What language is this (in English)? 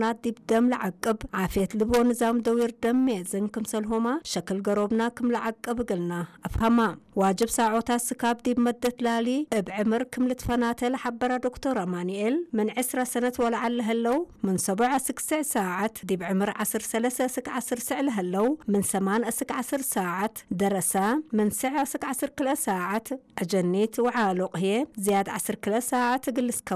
Tigre